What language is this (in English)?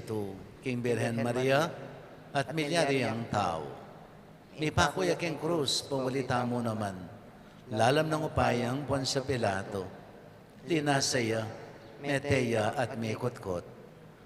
Pampanga